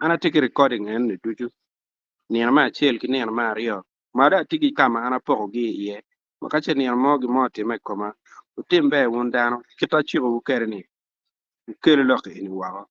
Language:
Acoli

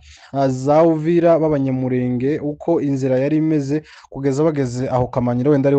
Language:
Kinyarwanda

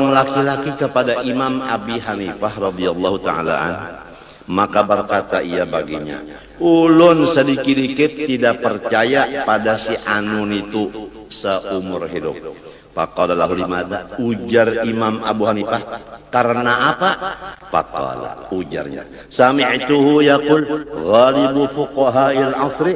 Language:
Banjar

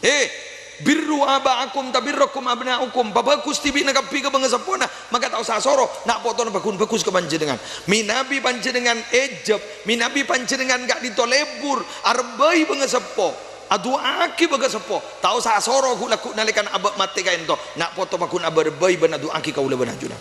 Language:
Madurese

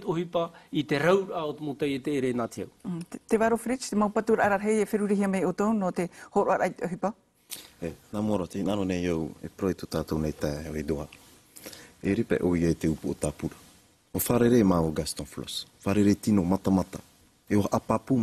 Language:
Tahitian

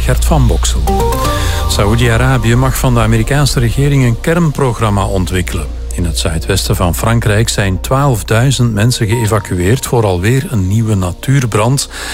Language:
Dutch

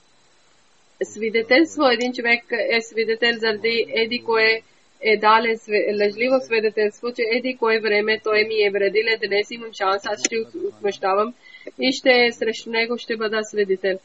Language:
Bulgarian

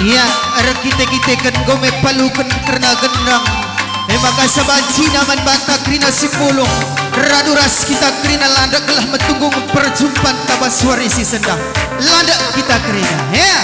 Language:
Batak Karo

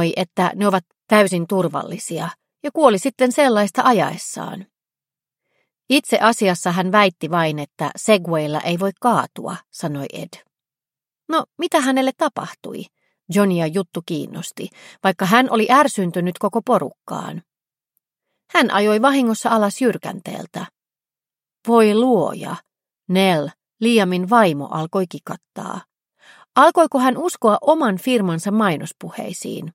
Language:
Finnish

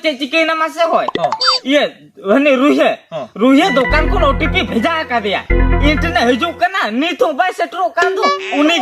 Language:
Santali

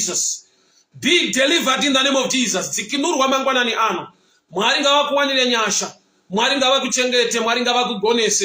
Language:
Shona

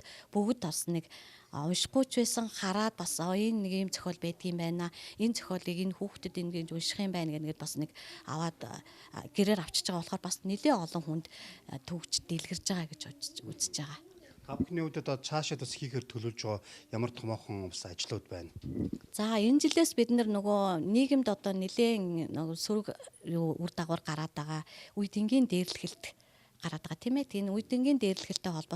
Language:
Mongolian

